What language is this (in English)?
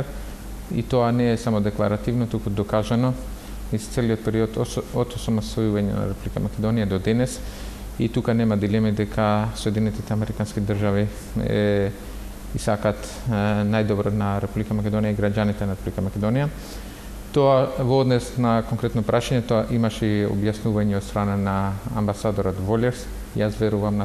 Macedonian